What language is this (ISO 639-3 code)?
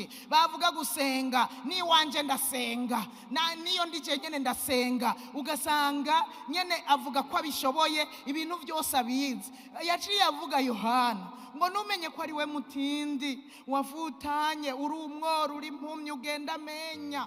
run